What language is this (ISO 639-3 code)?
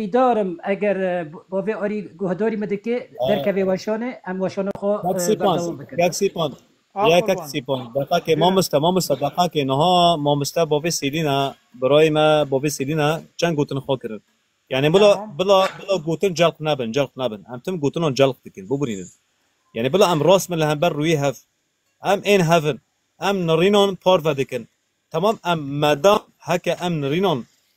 kur